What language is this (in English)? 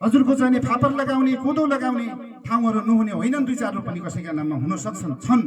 Nepali